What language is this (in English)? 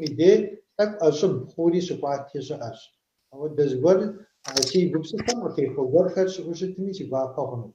Kabardian